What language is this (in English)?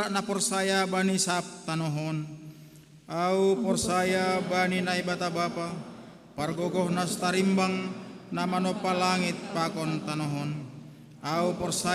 Batak Simalungun